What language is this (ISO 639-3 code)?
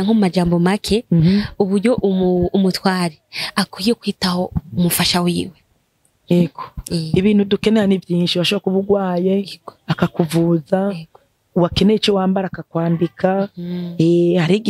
run